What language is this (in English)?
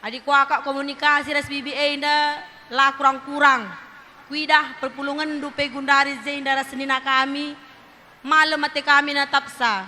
Batak Karo